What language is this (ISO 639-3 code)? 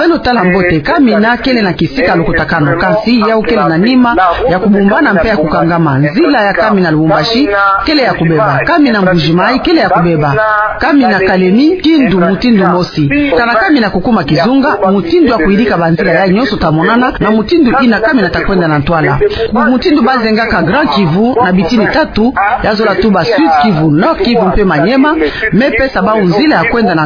ktu